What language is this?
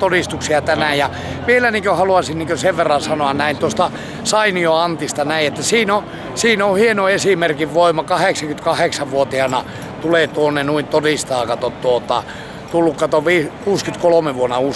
Finnish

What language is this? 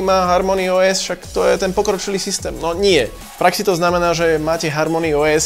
Slovak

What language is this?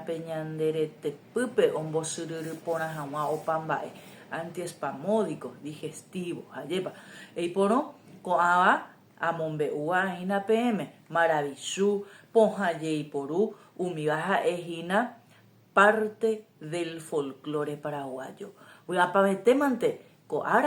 Guarani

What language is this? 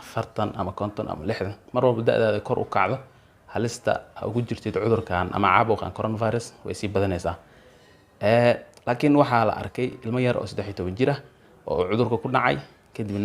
Somali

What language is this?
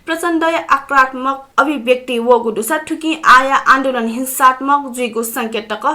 Newari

